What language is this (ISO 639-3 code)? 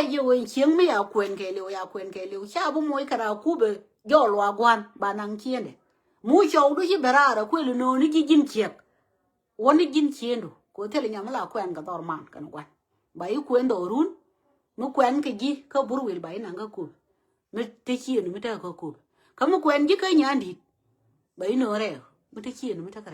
nus